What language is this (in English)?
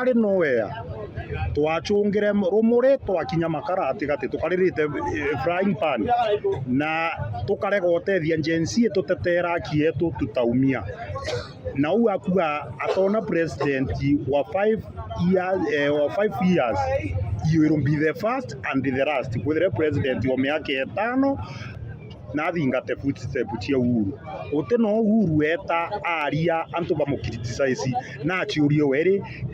Meru